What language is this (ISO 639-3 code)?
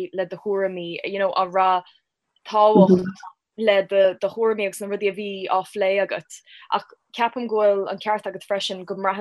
gle